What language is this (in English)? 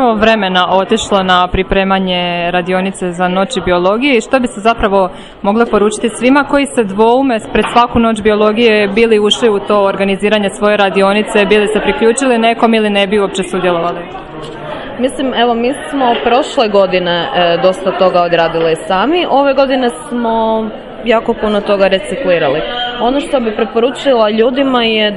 Croatian